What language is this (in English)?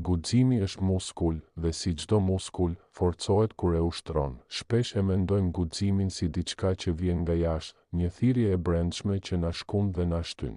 Albanian